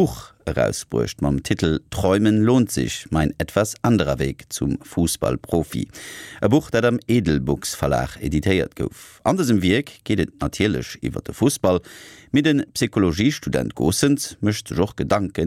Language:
Luxembourgish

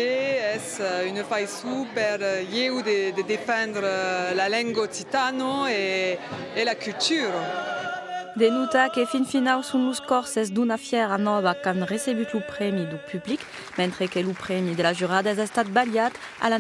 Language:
Occitan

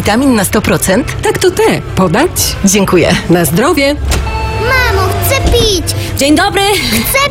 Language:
Polish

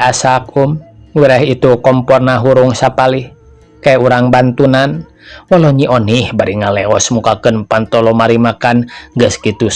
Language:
Sundanese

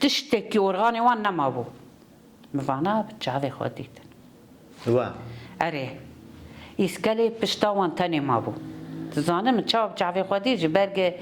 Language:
Kurdish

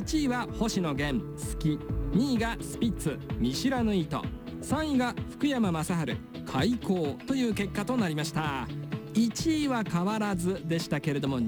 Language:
Japanese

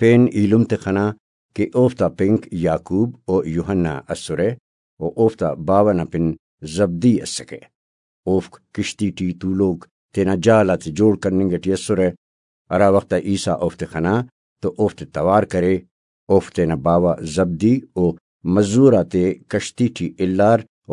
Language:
Brahui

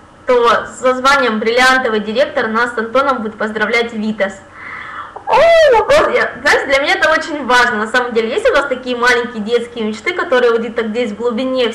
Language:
Russian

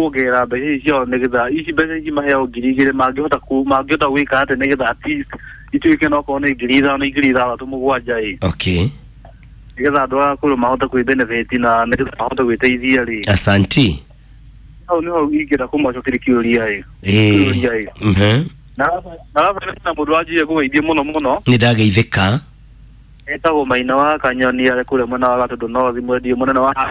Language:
Kikuyu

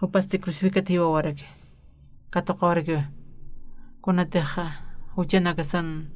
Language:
Aymara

